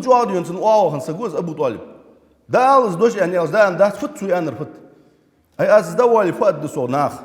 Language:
Ingush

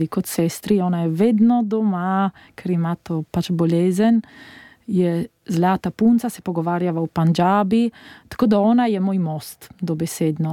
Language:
Slovenian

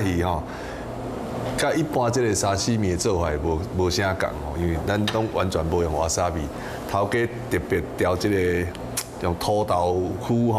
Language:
Min Nan Chinese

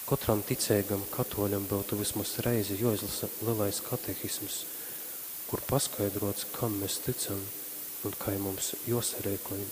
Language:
Latgalian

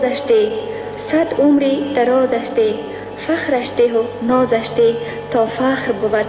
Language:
Tajik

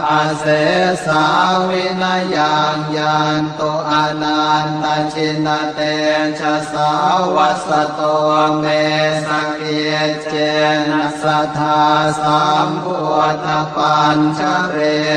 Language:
Pali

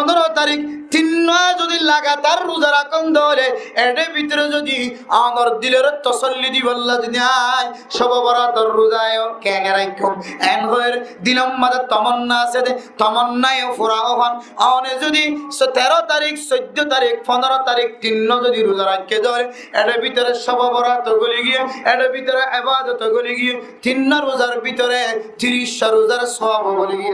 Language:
Rohingya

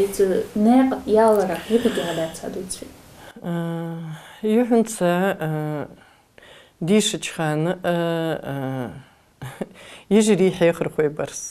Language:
Ingush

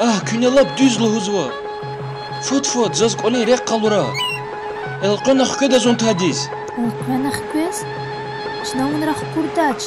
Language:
Lezghian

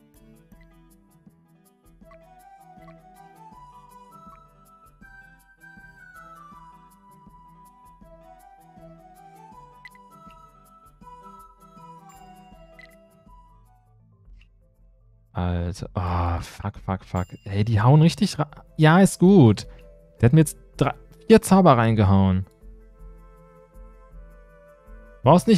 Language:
German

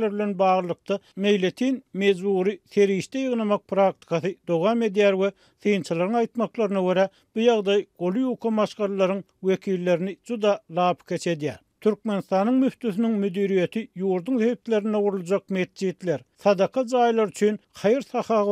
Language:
Turkmen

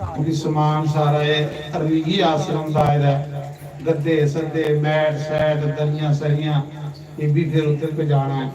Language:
Dogri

